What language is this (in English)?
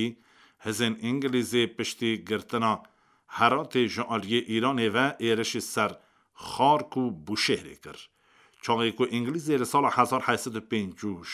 Kurdish